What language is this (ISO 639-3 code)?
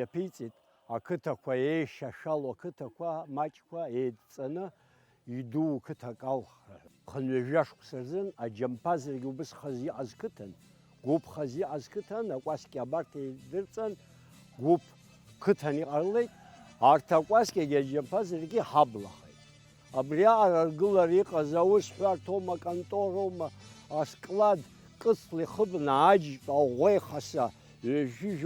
abk